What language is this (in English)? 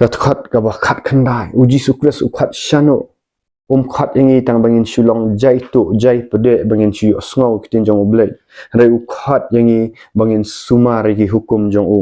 Khasi